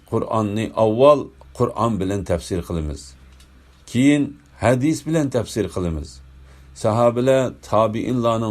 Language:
Uyghur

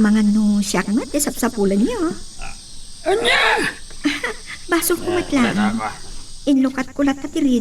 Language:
Iloko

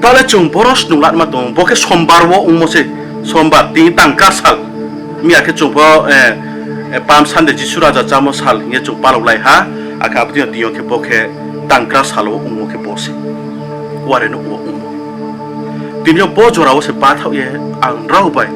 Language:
Riang (India)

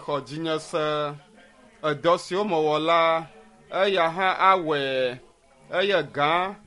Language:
Ewe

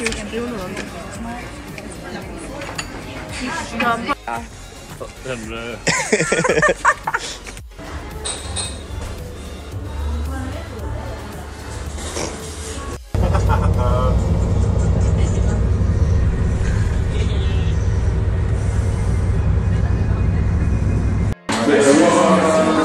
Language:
Danish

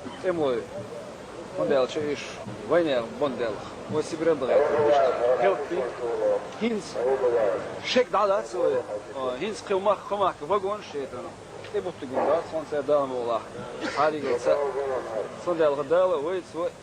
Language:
Chechen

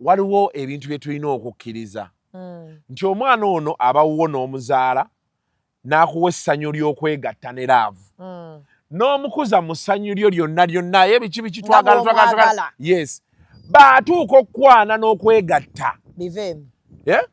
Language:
Ganda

